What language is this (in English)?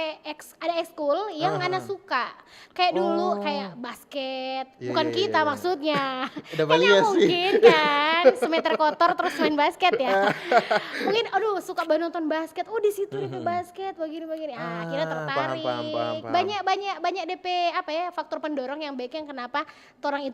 Manado Malay